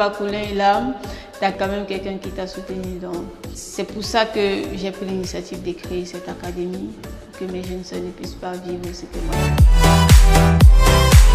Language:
French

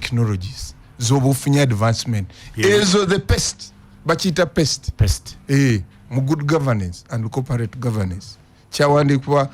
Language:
Ganda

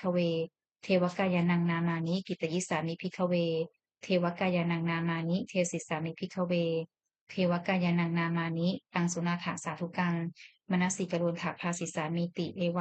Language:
Pali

